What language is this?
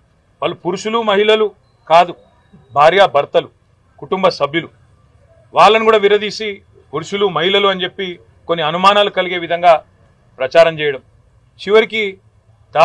Telugu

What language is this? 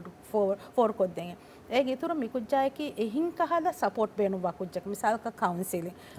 Divehi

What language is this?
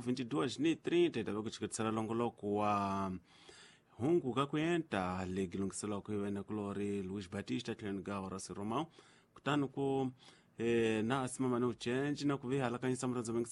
Tsonga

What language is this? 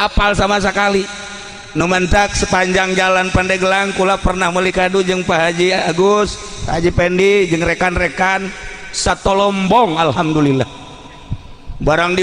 Sundanese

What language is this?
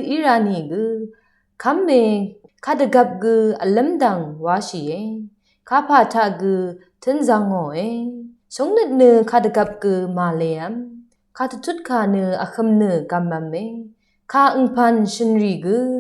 Rawang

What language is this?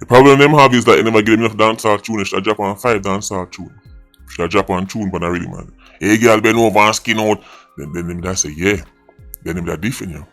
Jamaican Creole English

